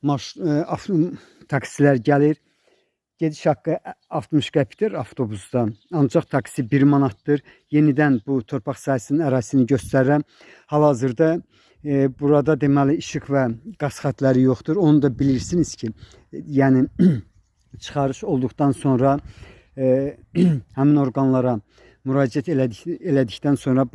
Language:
Azerbaijani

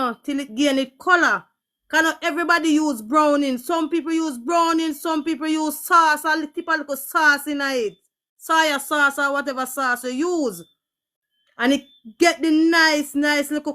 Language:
Jamaican Creole English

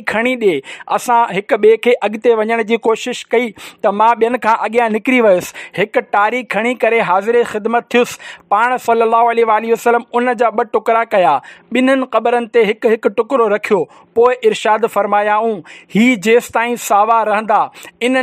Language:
Sindhi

